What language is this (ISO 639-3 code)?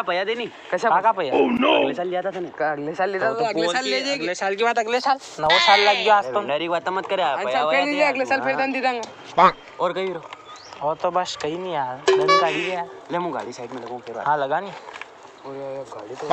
raj